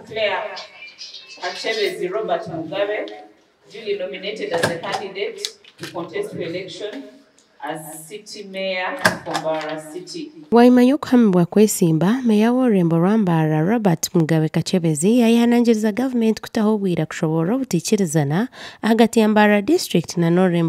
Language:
Nyankole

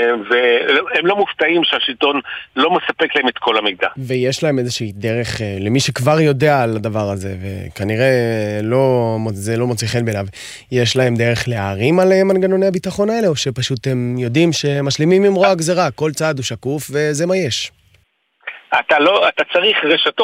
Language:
Hebrew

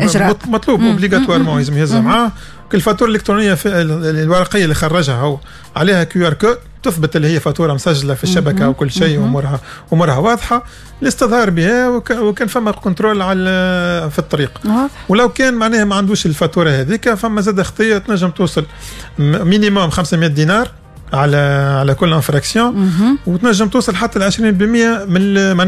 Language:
Tunisian Arabic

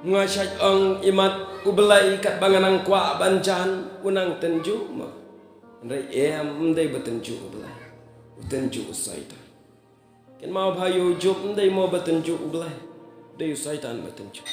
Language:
Khasi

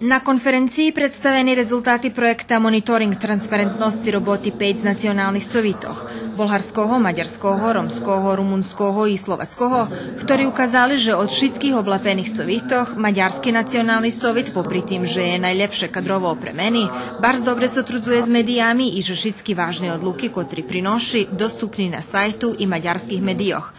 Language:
Rusyn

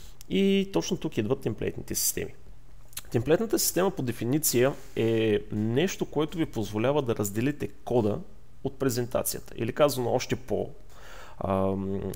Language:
Bulgarian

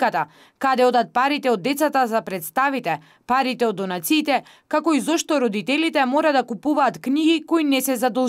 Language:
Macedonian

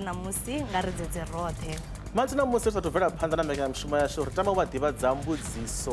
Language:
Venda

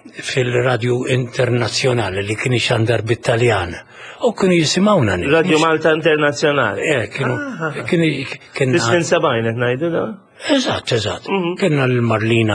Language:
Maltese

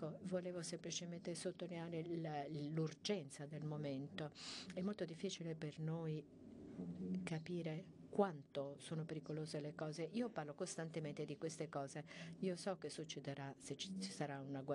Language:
Italian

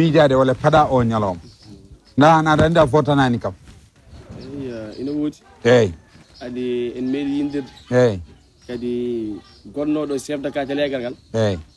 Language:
Fula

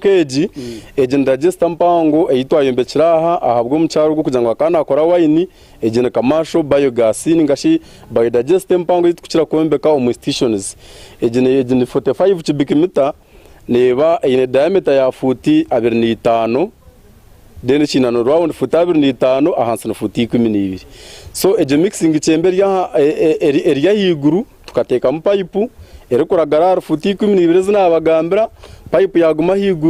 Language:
Nyankole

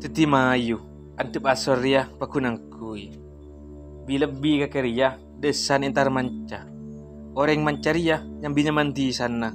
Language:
Madurese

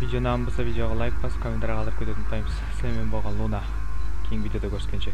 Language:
Kara-Kalpak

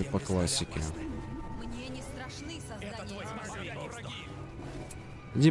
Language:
Russian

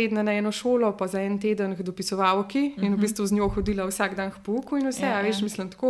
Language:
Slovenian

